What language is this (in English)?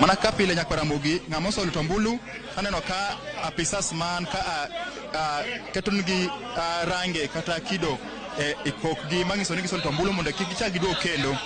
Luo (Kenya and Tanzania)